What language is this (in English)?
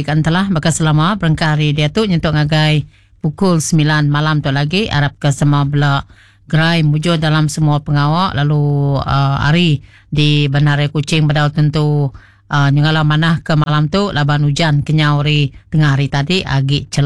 Iban